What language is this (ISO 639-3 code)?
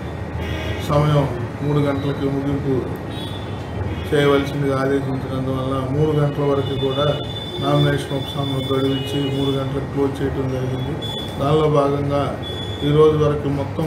tel